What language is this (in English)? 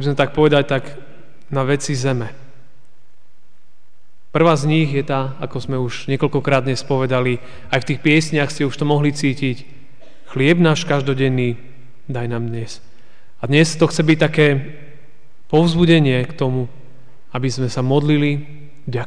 Slovak